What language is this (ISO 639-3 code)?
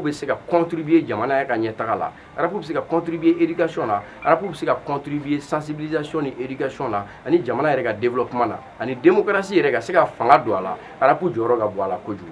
bam